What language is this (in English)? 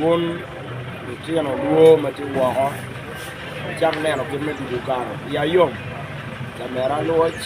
Acoli